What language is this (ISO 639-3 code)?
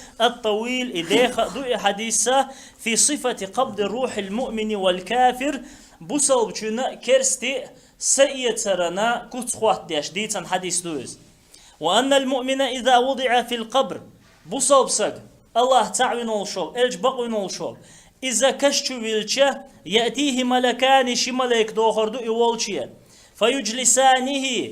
che